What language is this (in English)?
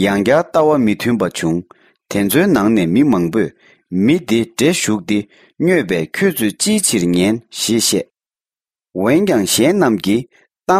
Tibetan